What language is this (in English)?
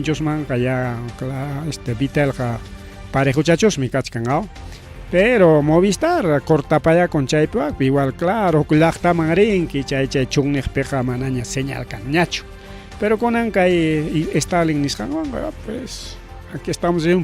Ayacucho Quechua